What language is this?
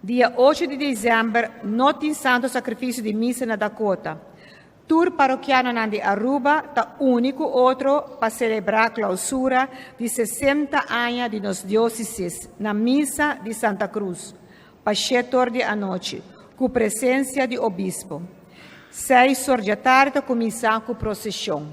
Papiamento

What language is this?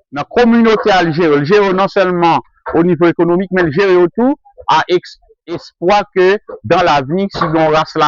Haitian Creole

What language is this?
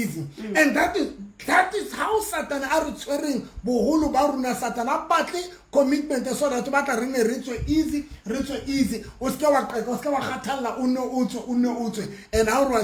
Southern Sotho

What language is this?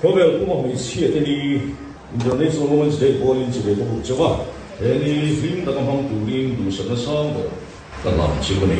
Mizo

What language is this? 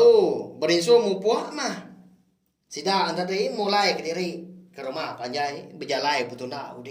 Iban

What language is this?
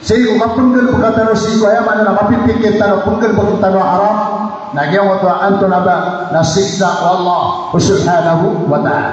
Maranao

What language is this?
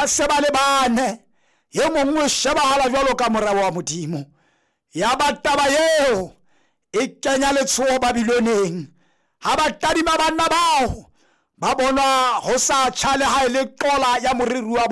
Southern Sotho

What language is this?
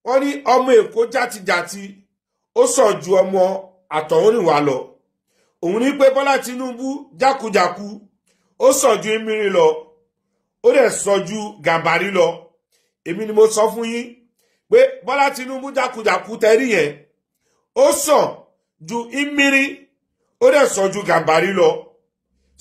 Yoruba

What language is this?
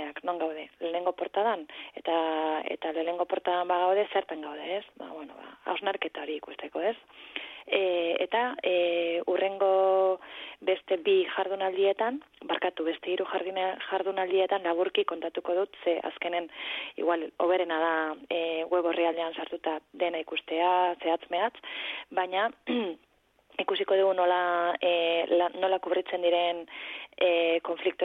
Basque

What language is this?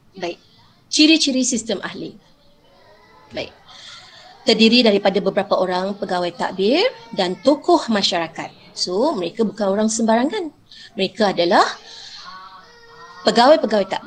Malay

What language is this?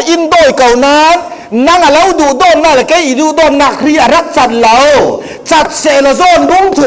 Falam Chin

